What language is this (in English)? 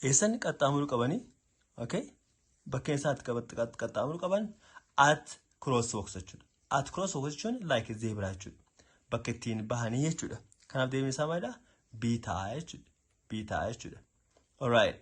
Oromo